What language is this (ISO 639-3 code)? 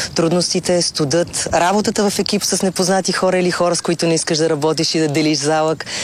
bul